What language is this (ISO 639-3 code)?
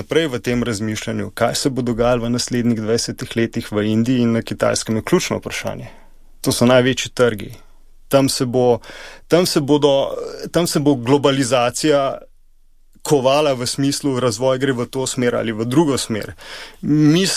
slv